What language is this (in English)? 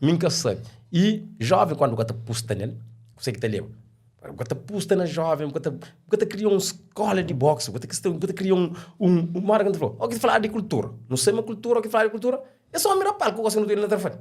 Kabuverdianu